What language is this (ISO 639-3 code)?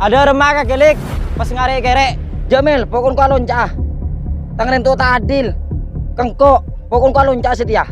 mad